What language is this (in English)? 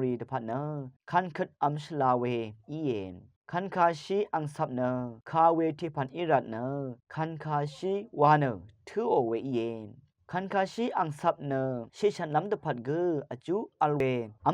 Rawang